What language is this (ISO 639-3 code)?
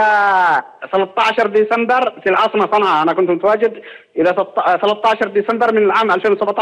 arz